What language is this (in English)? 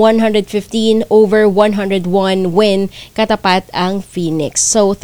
Filipino